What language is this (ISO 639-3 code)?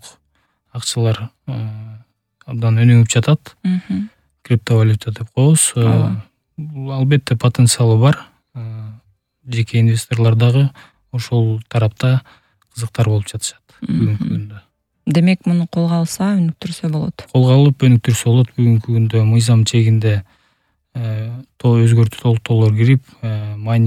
kir